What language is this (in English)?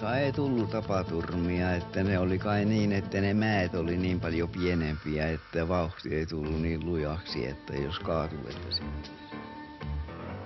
Finnish